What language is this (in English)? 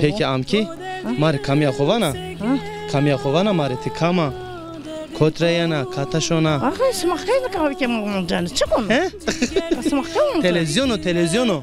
Zaza